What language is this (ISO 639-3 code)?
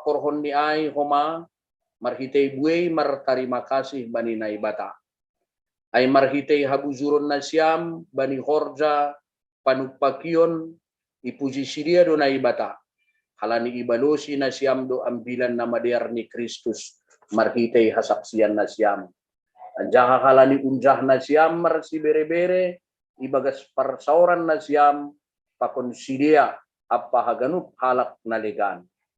bts